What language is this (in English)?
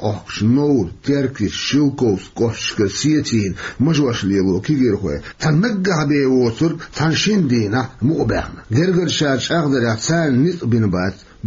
Chechen